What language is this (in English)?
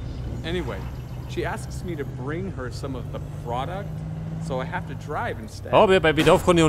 Bavarian